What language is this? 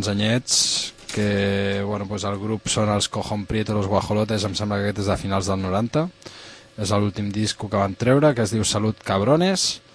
Catalan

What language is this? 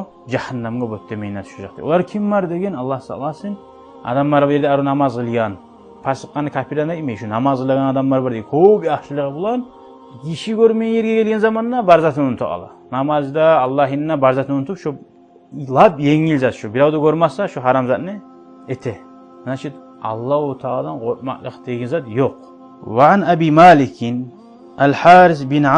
Kumyk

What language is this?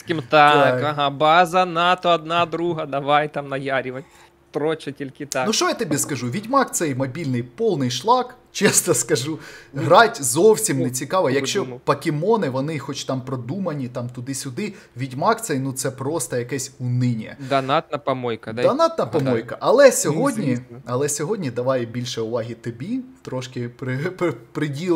Ukrainian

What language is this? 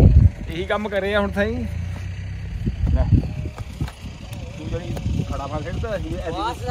Punjabi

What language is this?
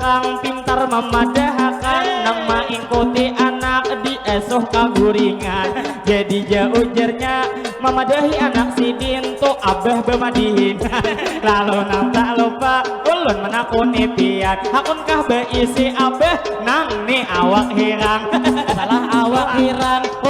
Banjar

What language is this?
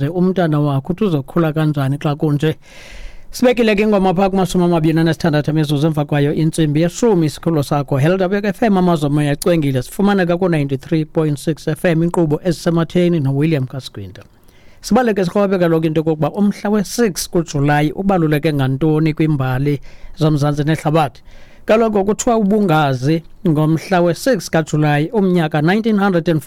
Xhosa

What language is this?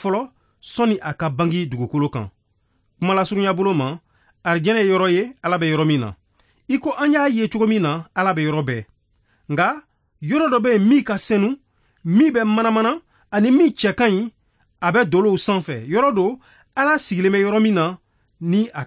Bambara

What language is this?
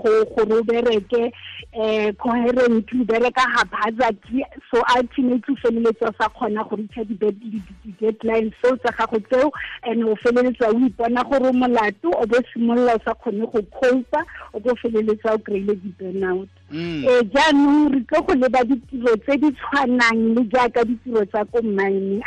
Tswana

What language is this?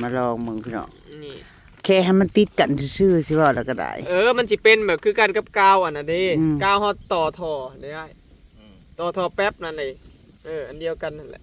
Northeastern Thai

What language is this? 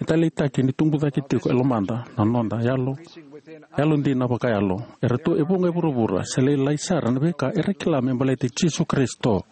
Fijian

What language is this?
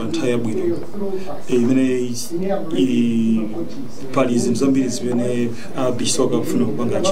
Nyanja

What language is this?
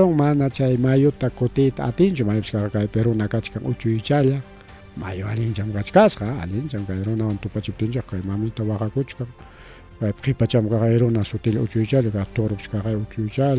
Ayacucho Quechua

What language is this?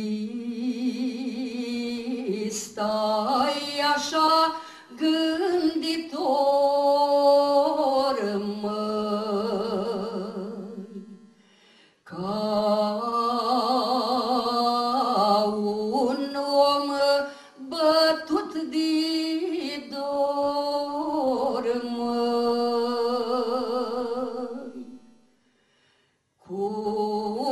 Romanian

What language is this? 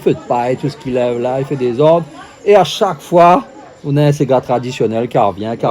Réunion Creole French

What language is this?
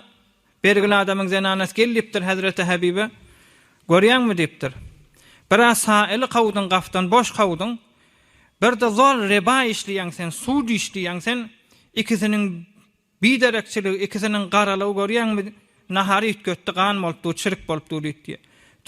Turkmen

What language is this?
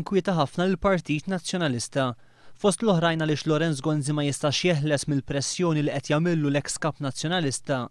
Maltese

